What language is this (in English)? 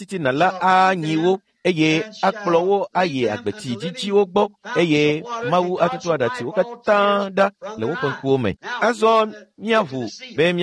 Ewe